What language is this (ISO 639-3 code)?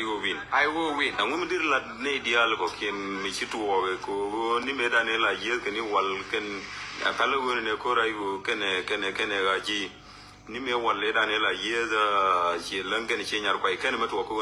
nus